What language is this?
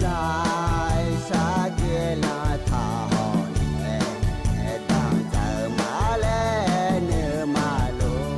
Akha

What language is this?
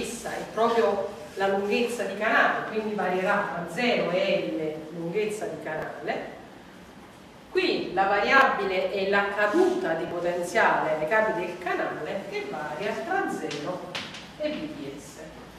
Italian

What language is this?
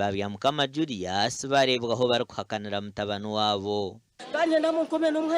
Nyankole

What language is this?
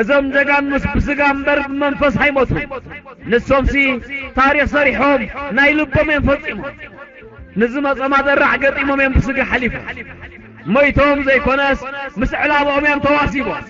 Tigrinya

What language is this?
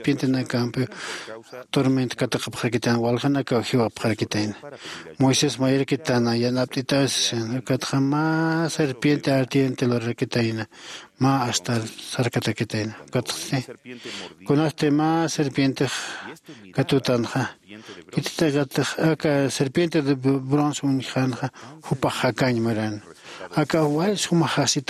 Aymara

